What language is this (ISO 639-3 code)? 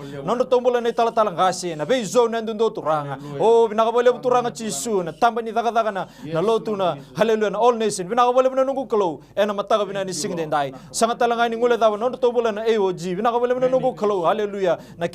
fij